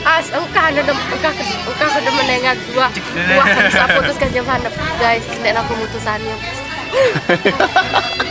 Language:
Sasak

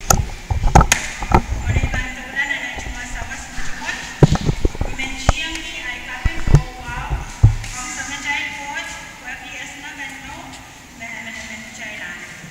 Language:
Pohnpeian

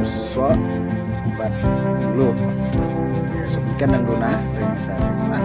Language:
Khasi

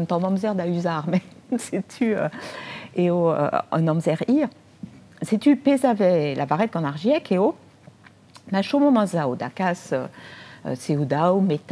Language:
Breton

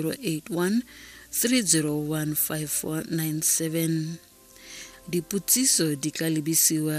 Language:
Tswana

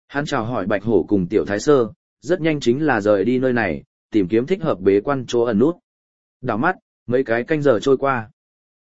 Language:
Vietnamese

